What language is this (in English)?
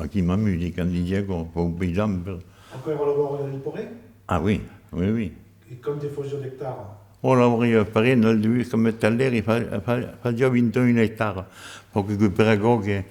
Occitan